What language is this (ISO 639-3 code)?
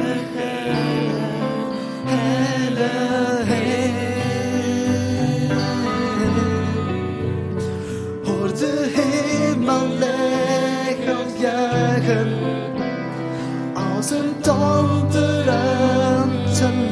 nld